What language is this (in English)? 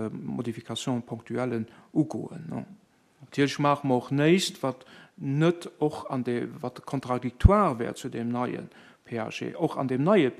Luxembourgish